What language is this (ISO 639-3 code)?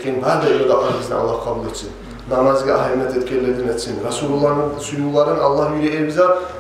kum